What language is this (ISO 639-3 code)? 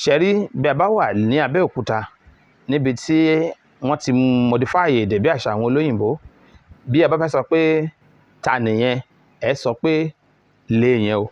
yor